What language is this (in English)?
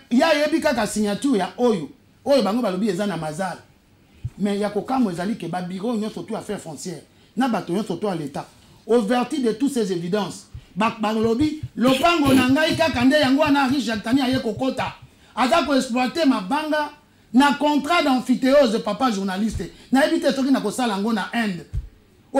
Lingala